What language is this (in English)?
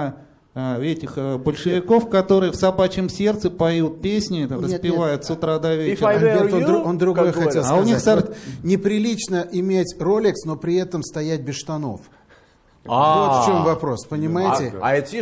Russian